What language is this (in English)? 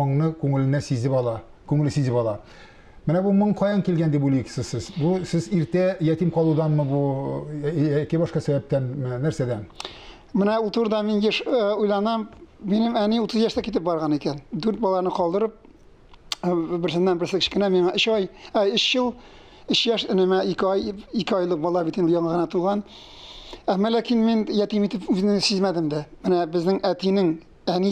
Tatar